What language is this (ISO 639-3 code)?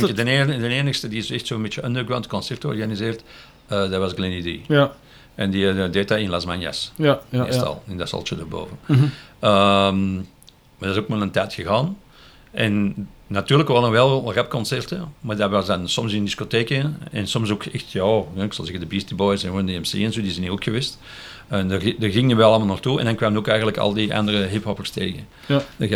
nld